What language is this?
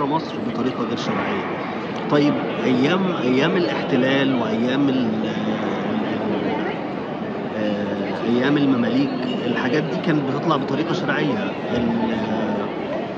Egyptian Arabic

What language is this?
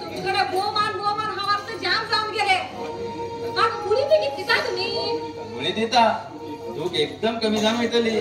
Konkani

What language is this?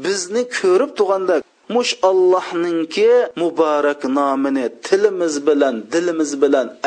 Uyghur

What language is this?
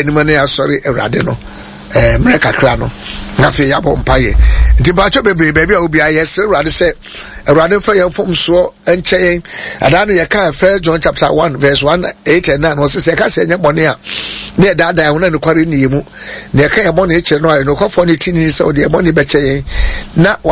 Akan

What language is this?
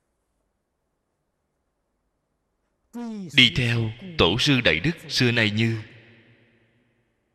Vietnamese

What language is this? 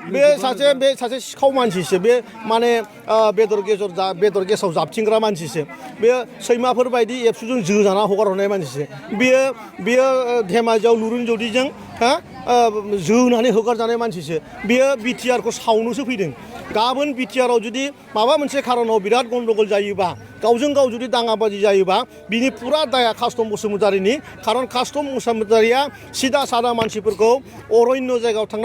Bodo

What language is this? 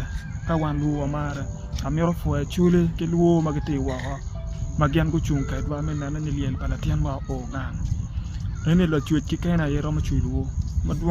Acoli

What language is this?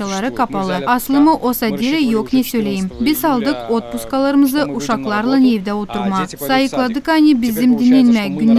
Gagauz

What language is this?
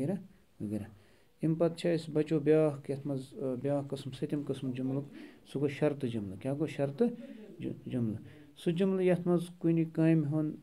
Kashmiri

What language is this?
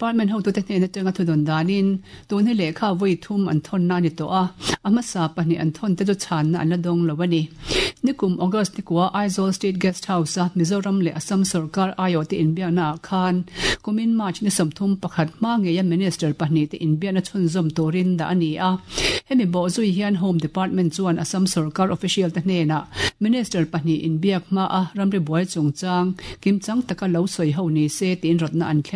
Mizo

